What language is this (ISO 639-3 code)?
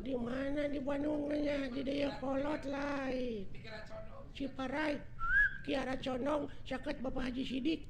sun